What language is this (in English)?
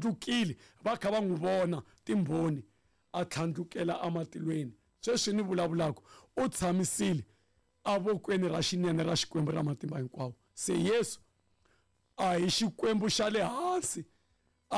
Tsonga